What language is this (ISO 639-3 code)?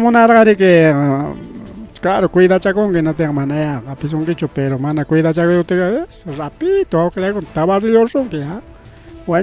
quy